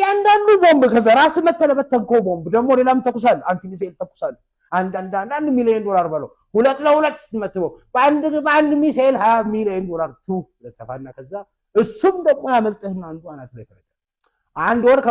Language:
Amharic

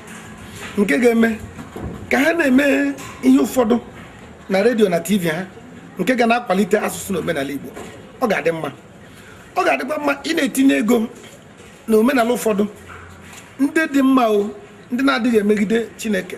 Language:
Igbo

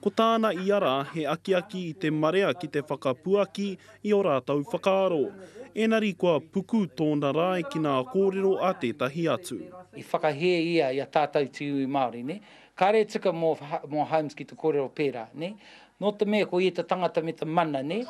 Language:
Māori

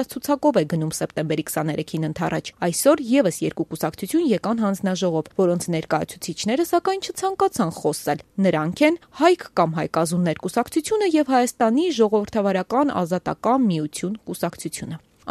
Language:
Armenian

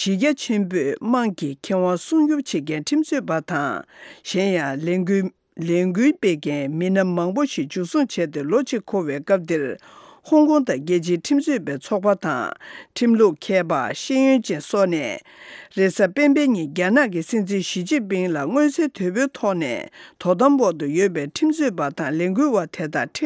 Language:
Tibetan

